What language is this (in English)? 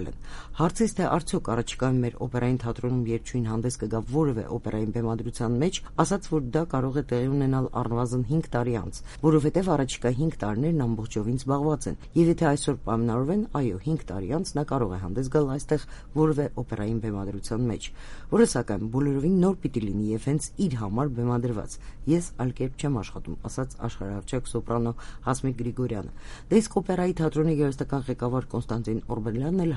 Armenian